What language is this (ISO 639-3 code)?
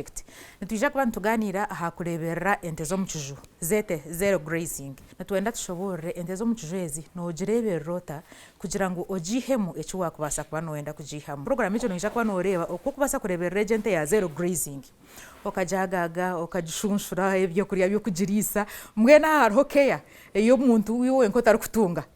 nyn